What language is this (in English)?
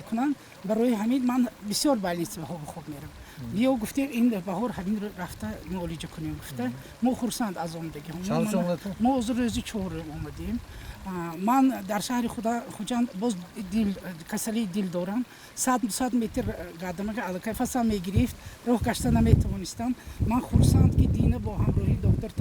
Tajik